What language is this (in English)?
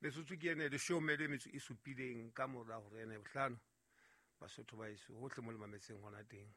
Southern Sotho